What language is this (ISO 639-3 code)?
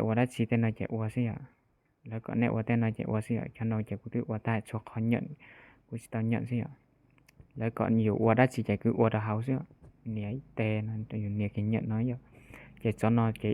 hmn